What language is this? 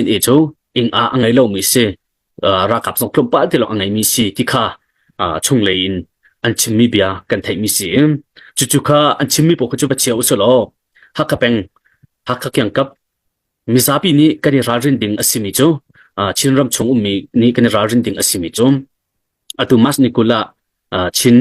Hakha Chin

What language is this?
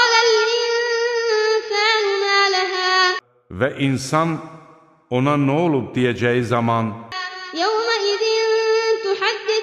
Azerbaijani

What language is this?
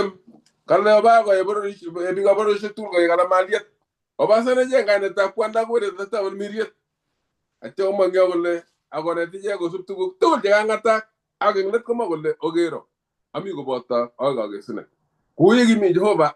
Kalenjin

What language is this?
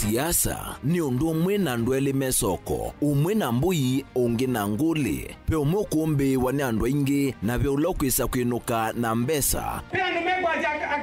Kamba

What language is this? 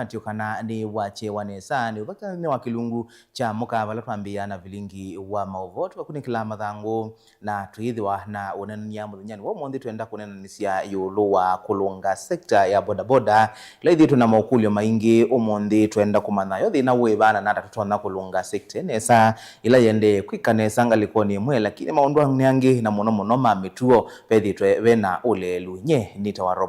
Kamba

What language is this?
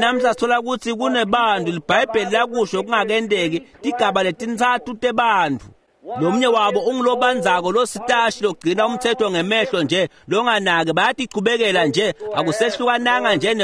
Swati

